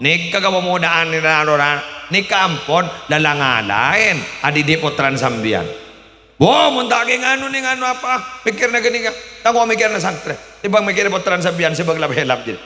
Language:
Madurese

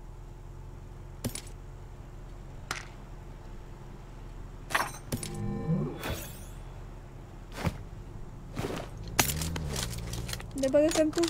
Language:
Malay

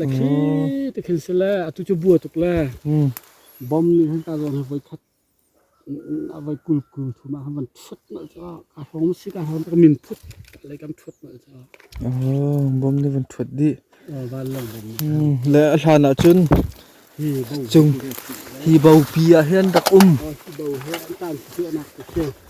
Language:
Hakha Chin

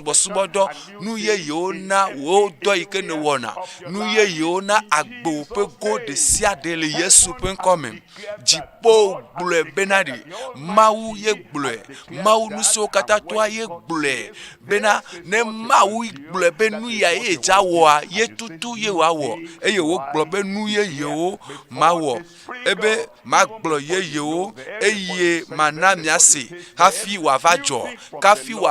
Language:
Ewe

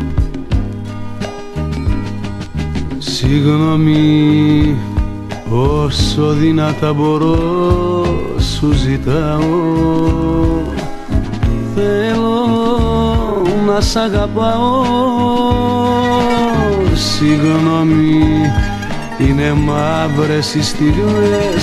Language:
Greek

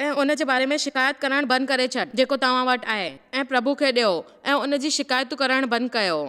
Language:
Sindhi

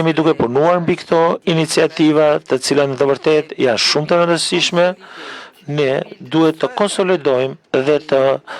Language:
Albanian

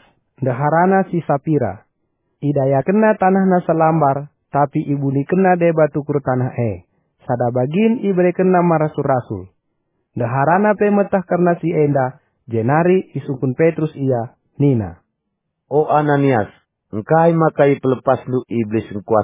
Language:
Batak Karo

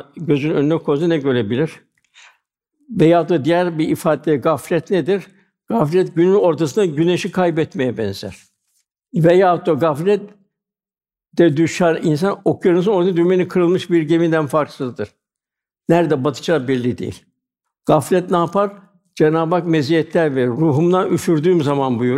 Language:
Turkish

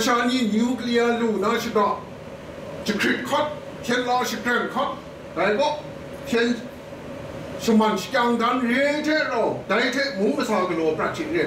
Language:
Kachin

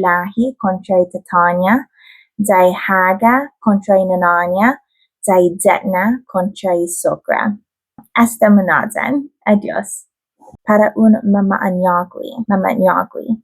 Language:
Chamorro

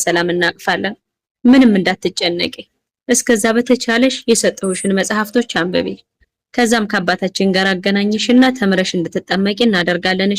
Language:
Amharic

